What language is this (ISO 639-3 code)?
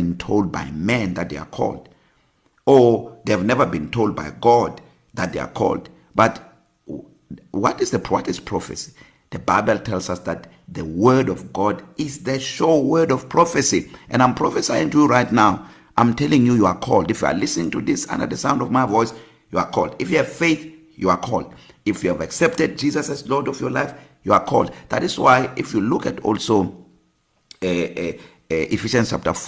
eng